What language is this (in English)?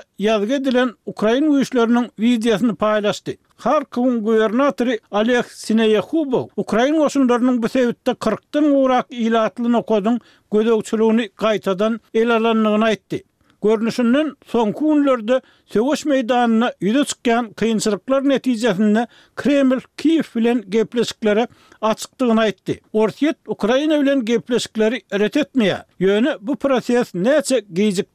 Turkmen